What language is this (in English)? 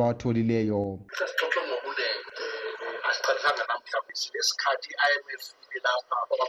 North Ndebele